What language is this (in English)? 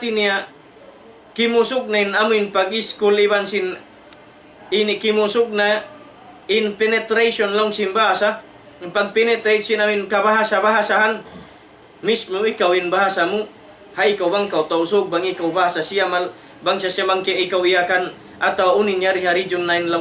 Tausug